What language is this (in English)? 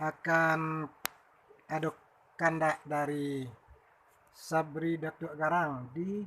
Minangkabau